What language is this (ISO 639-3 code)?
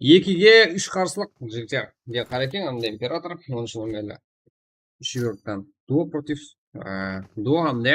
kaa